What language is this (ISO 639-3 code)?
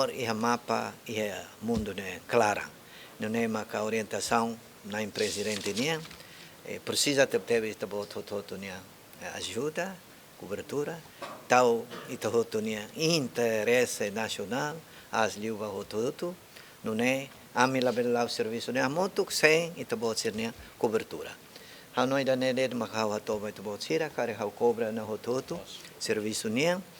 tet